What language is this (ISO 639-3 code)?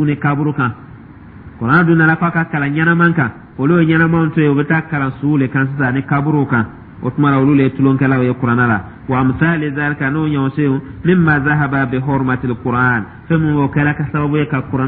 dyu